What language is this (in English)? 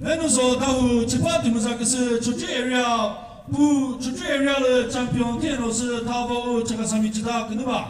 Chokri Naga